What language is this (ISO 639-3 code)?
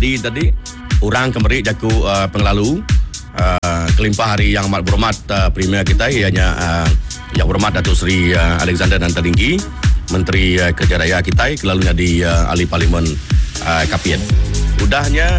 iba